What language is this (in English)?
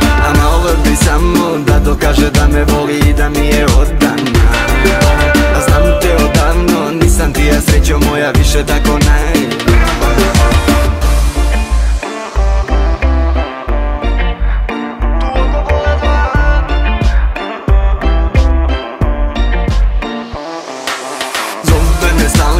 Serbian